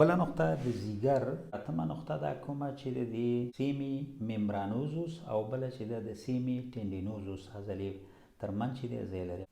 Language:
Pashto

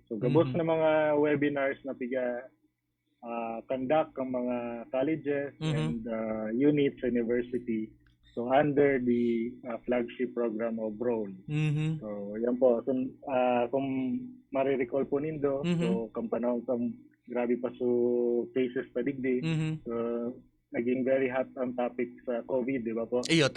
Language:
Bikol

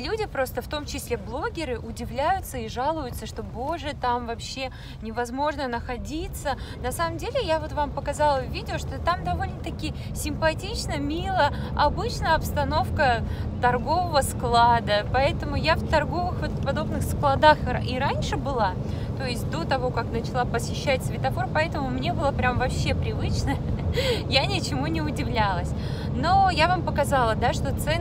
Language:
Russian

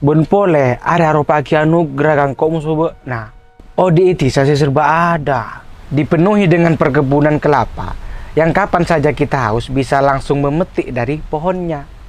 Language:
Madurese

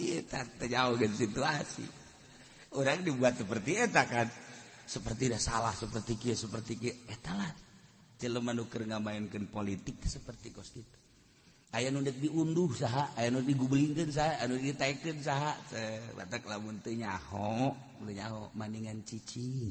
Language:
Sundanese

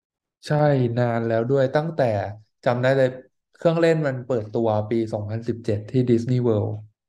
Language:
Thai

